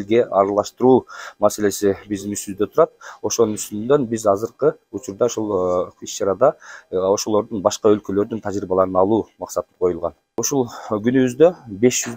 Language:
Kyrgyz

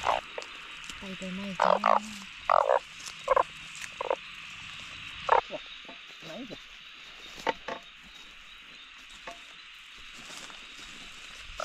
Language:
Thai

